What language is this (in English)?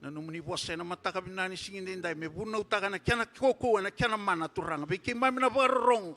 Fijian